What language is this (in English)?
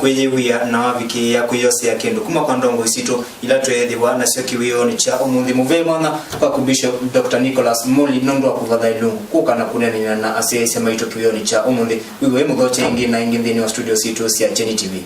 Kamba